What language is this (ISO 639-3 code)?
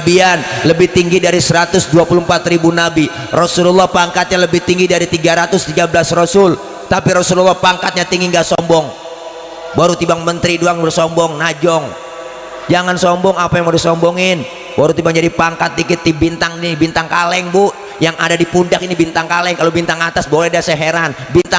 bew